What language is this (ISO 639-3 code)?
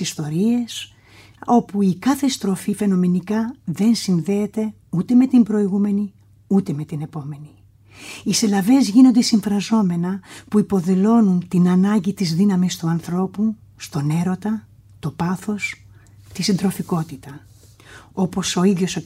ell